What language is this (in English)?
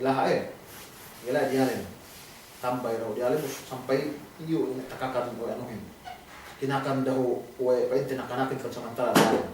Yakan